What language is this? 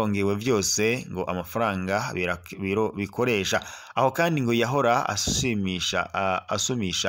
Rundi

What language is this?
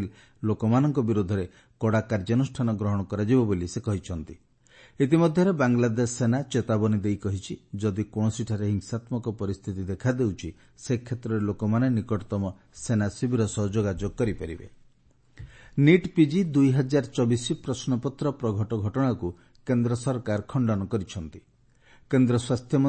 Odia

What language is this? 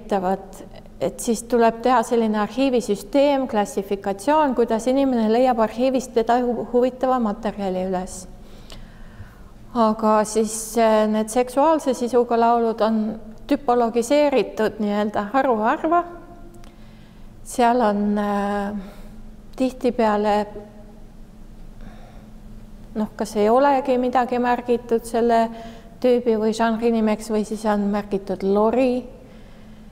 Estonian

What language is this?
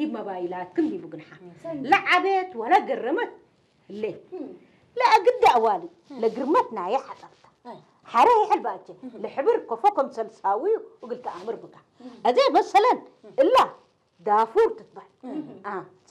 Tigrinya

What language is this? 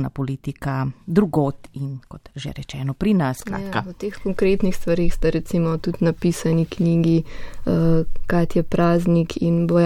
Slovenian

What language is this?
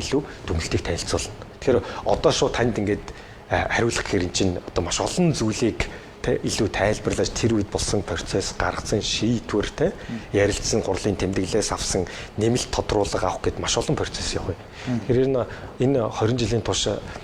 Mongolian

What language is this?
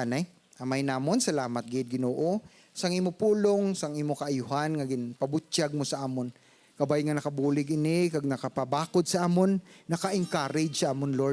Hiligaynon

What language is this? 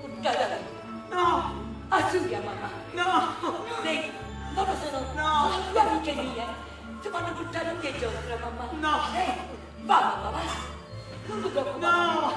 Neapolitan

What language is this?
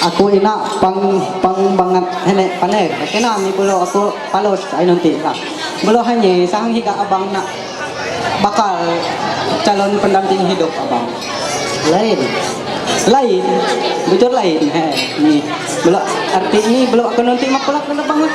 Ma'anyan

